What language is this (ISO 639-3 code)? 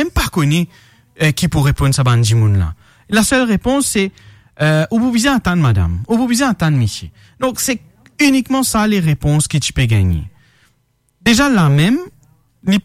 mfe